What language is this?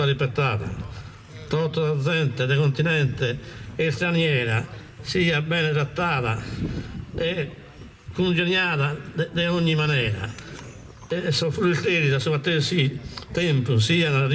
Sardinian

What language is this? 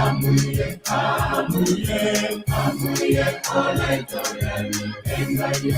Masai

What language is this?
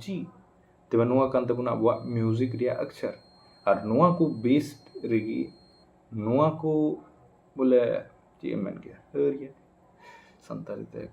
Santali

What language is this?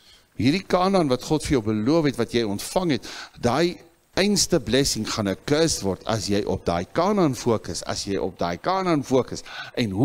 Afrikaans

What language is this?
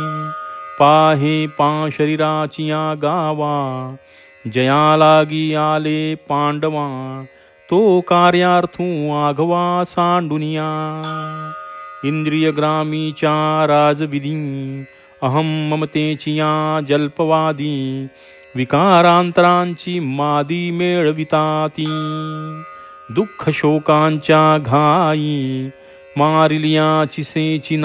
Marathi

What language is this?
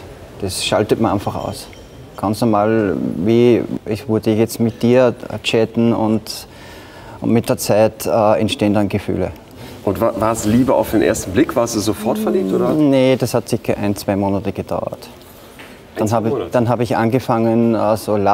German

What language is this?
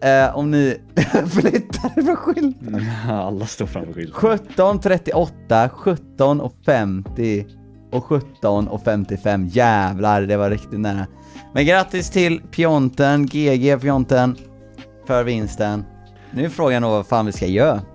Swedish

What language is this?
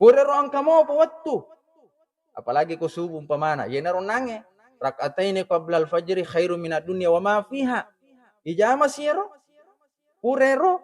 Buginese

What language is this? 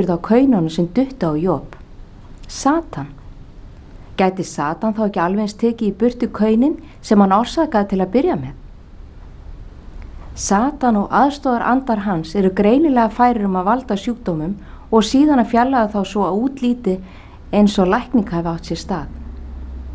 Icelandic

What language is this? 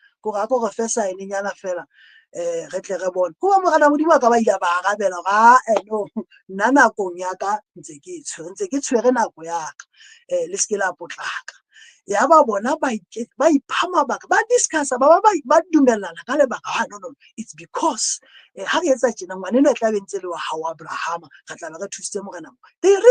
Southern Sotho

